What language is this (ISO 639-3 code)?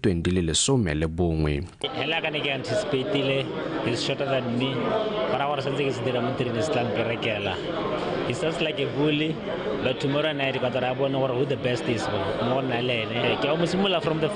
tsn